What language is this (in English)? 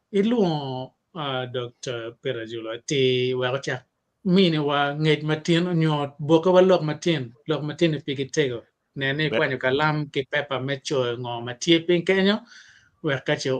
Acoli